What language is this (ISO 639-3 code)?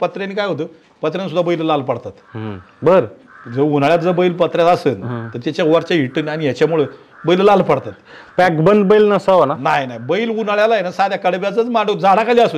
mar